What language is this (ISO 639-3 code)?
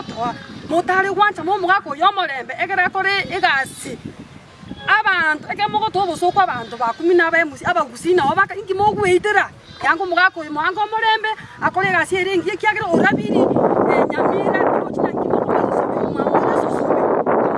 guz